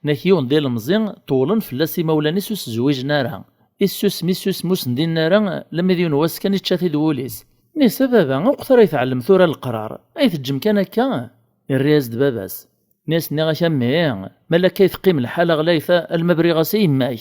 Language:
Kabyle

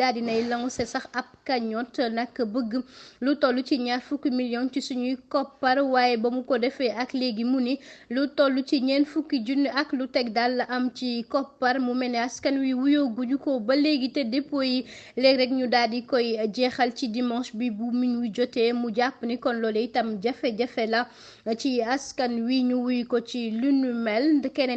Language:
Wolof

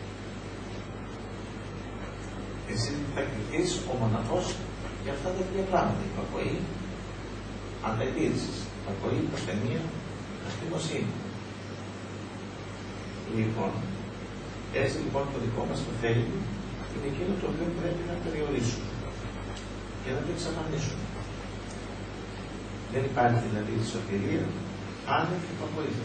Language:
Greek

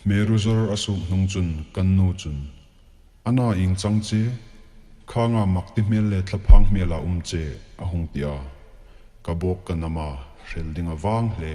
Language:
Hmar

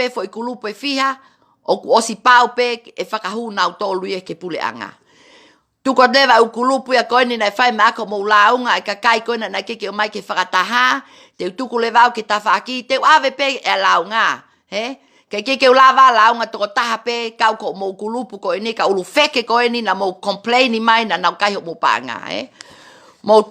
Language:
Tongan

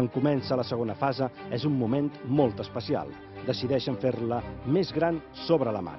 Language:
Catalan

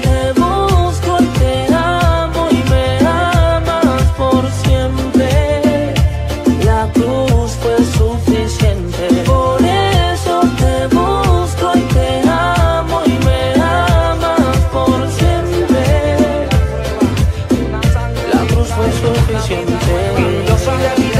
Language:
Spanish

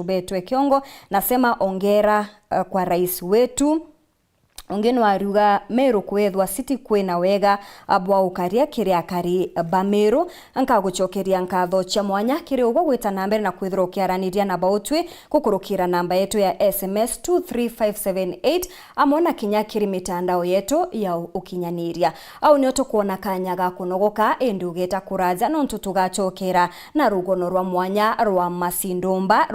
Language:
Meru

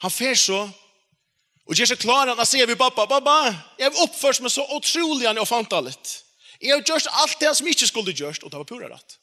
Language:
Faroese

